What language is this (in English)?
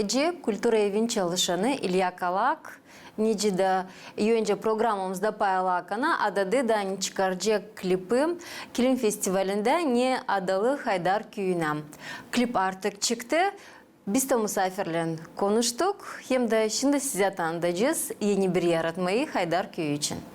Gagauz